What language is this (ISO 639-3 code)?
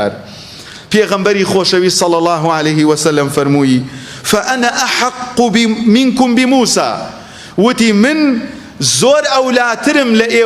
ckb